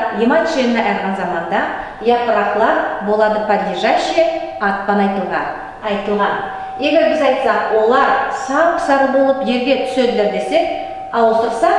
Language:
Nogai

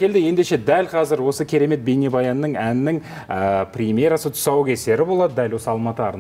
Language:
Kazakh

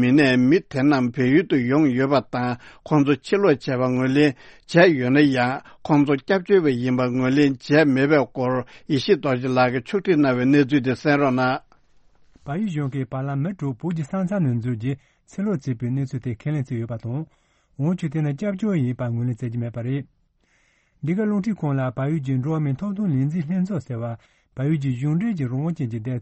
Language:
Tibetan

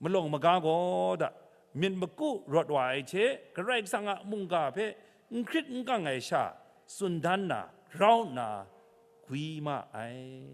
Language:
Kachin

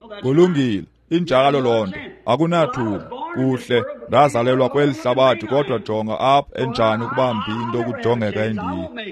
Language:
Xhosa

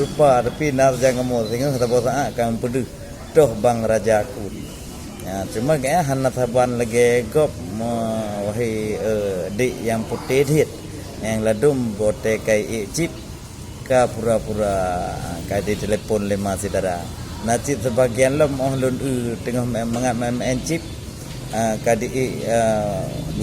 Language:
Achinese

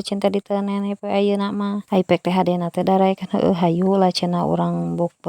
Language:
Sundanese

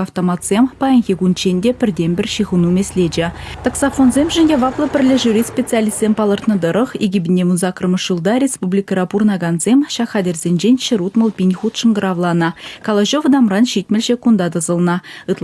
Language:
Chuvash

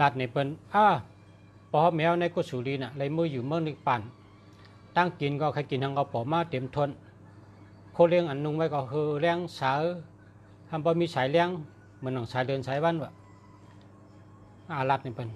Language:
Shan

